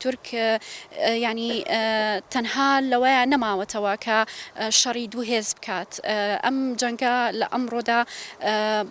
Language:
Central Kurdish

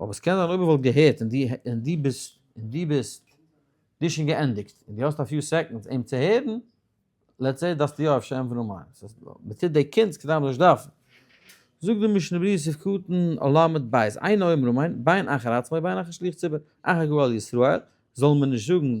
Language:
Yiddish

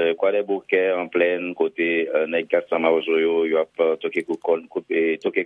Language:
Haitian Creole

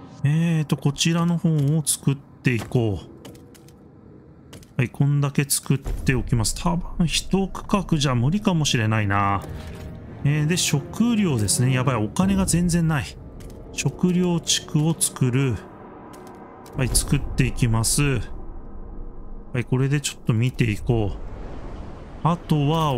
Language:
Japanese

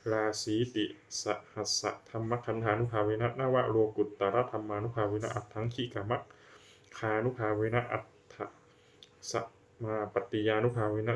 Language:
Pali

